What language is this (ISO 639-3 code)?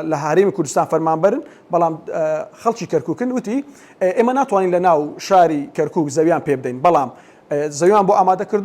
ckb